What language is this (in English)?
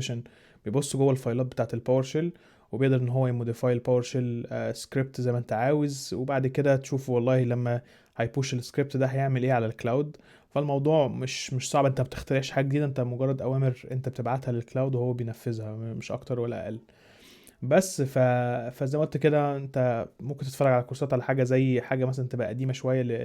Egyptian Arabic